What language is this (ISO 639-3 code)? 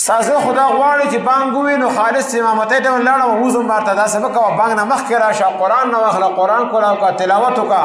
pus